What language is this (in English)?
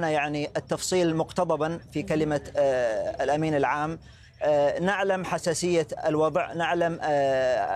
Arabic